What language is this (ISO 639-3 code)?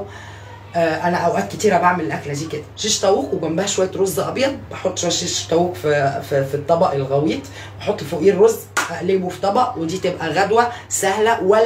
arz